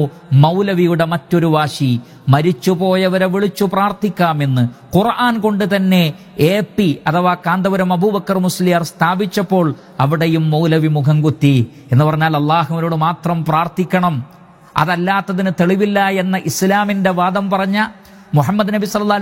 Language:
Malayalam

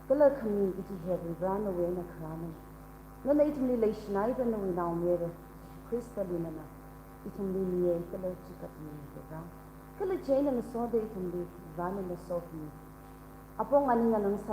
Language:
Tangkhul Naga (India)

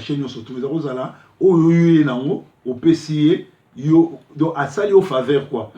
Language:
Lingala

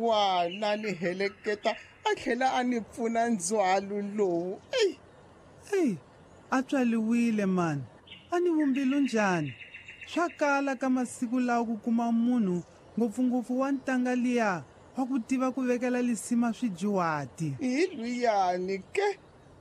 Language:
Tsonga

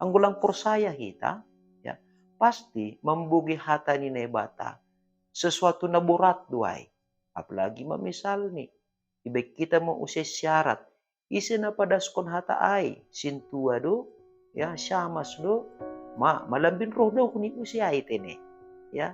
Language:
Batak Simalungun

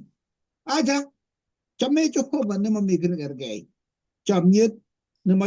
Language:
Kalenjin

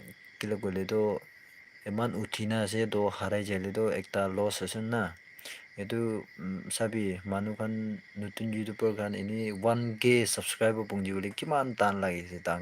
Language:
Naga Pidgin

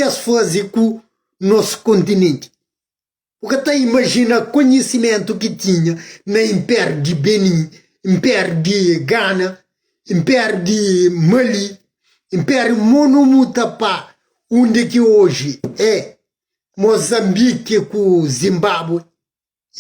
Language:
Kabuverdianu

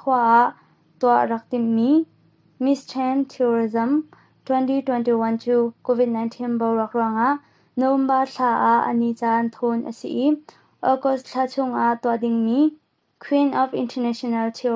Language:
Hakha Chin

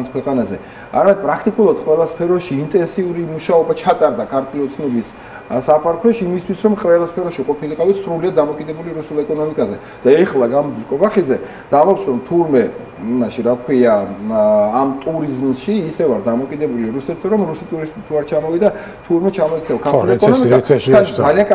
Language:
Georgian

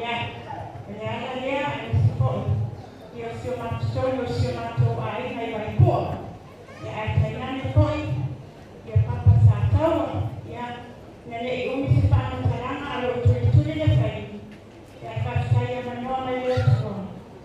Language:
Samoan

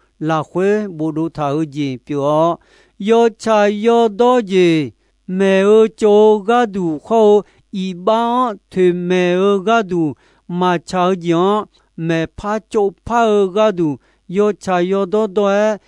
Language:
Akha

